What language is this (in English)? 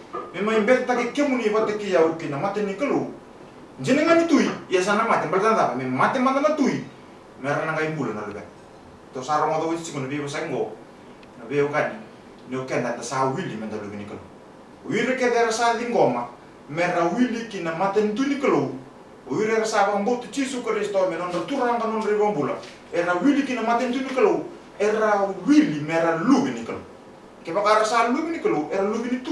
Fijian